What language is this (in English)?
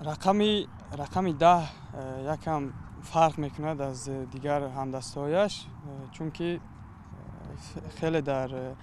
Tajik